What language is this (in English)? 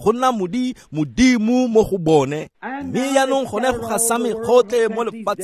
Tswana